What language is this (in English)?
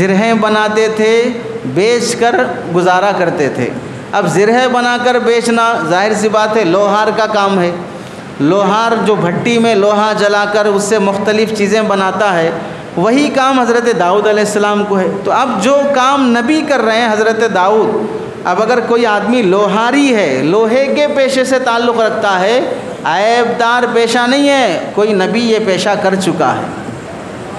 Urdu